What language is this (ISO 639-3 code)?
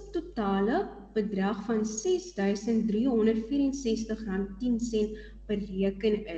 afr